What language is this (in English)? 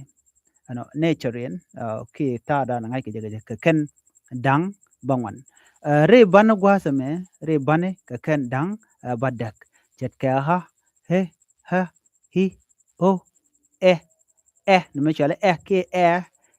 Nuer